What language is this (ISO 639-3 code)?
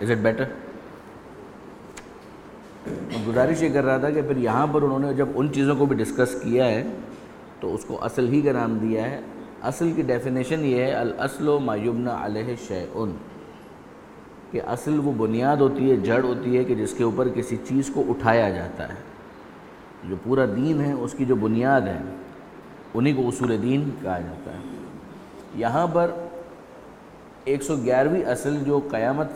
urd